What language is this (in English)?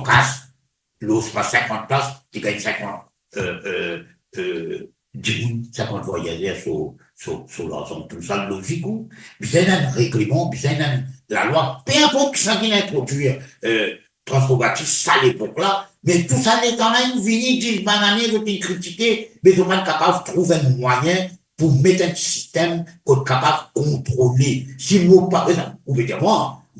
Morisyen